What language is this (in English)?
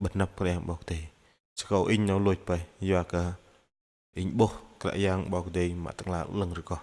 Bahnar